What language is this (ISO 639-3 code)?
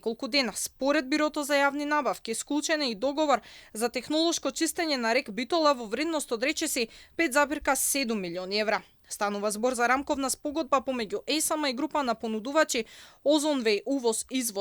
mkd